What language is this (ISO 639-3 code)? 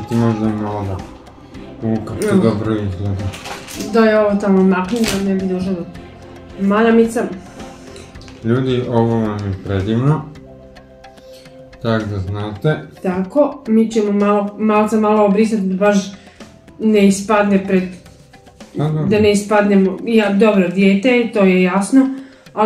hrv